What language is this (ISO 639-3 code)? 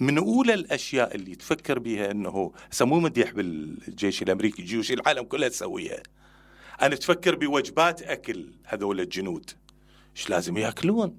acm